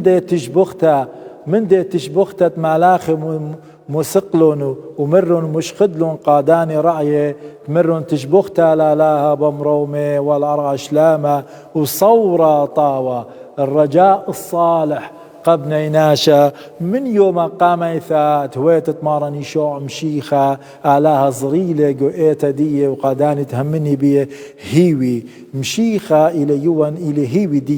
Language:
Assyrian Neo-Aramaic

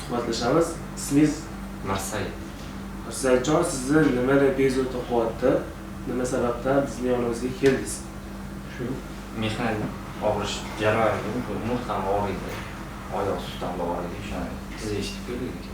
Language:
Uzbek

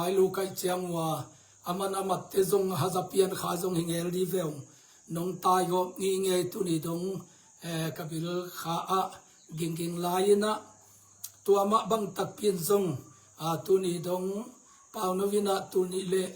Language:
Tedim Chin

